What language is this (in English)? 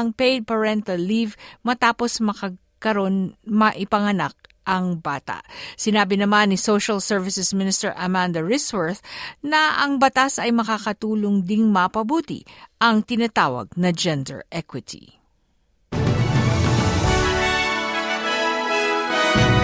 Filipino